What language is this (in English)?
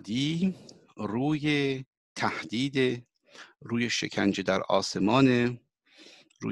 Persian